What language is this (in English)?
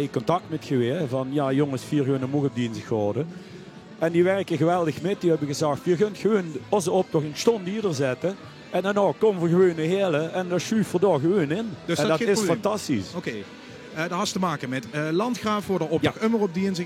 Limburgish